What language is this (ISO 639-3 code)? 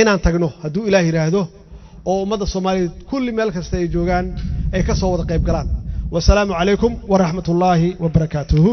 som